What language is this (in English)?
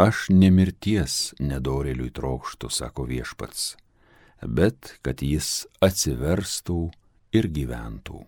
Lithuanian